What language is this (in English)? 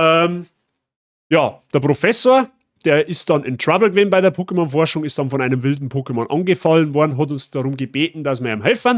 Bavarian